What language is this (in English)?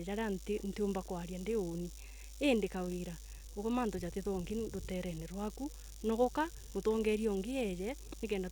Meru